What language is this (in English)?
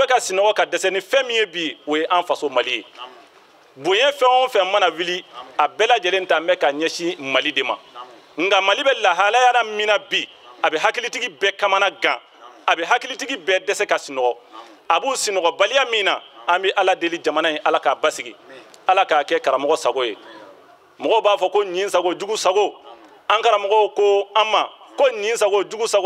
Bambara